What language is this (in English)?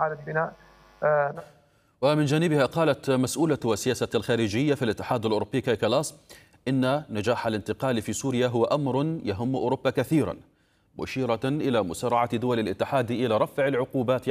Arabic